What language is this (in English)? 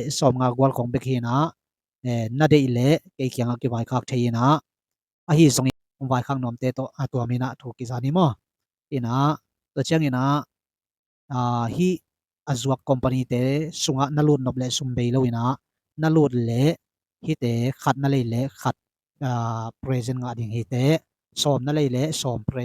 Tedim Chin